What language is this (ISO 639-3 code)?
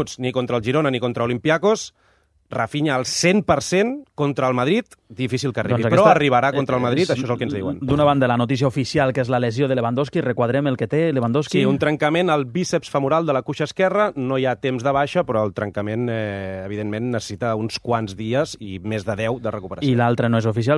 cat